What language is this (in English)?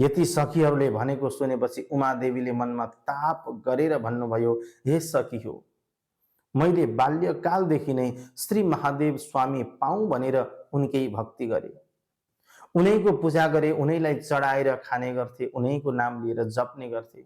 Nepali